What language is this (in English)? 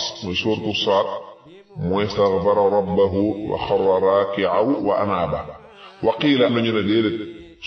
Wolof